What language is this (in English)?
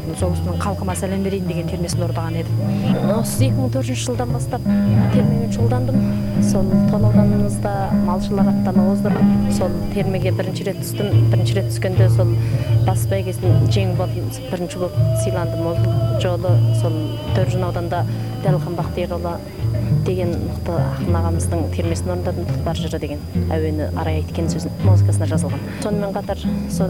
Kazakh